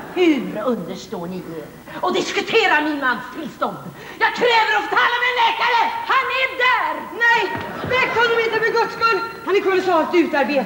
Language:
Swedish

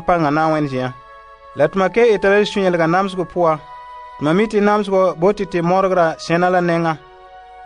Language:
Frafra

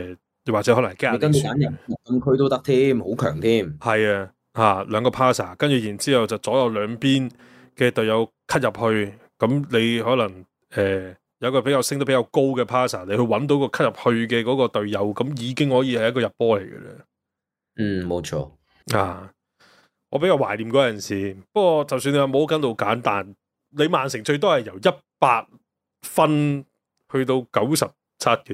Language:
Cantonese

